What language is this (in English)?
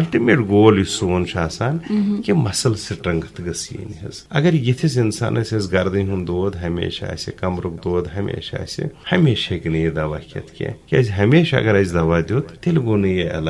Kashmiri